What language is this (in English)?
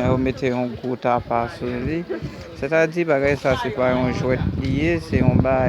Haitian Creole